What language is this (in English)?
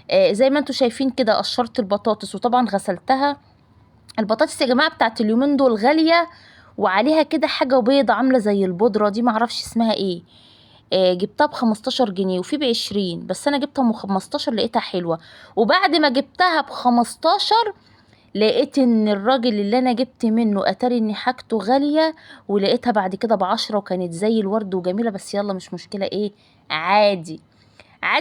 Egyptian Arabic